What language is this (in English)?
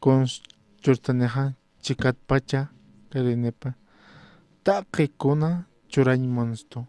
Aymara